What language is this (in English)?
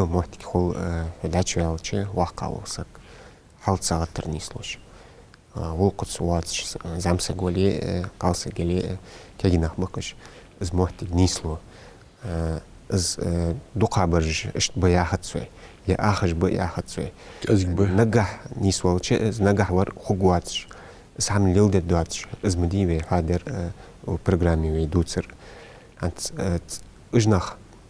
Ingush